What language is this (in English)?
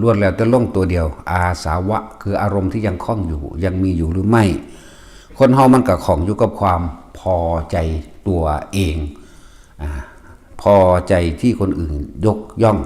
Northeastern Thai